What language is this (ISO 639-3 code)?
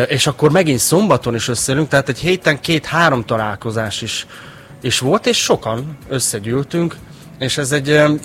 hun